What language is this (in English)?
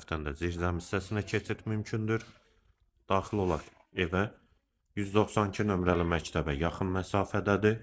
Azerbaijani